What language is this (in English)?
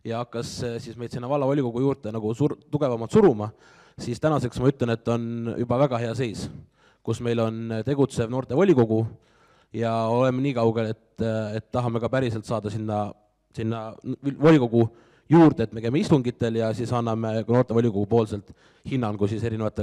Estonian